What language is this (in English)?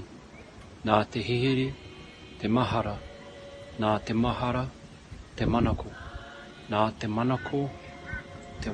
Māori